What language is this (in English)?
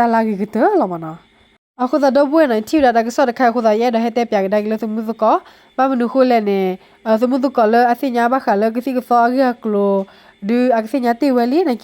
S'gaw Karen